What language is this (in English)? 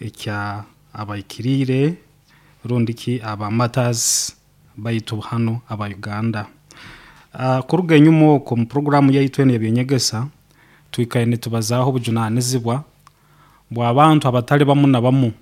Nyoro